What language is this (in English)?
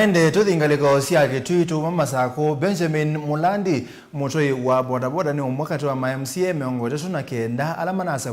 Kamba